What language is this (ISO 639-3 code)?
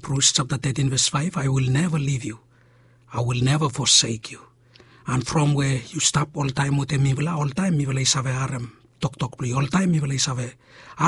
bis